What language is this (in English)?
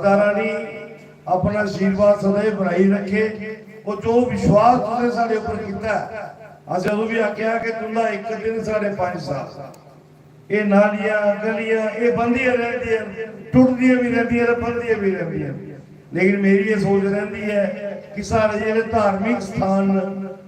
Dogri